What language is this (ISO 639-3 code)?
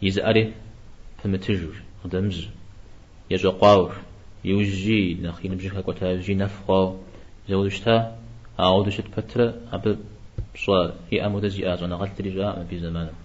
kbd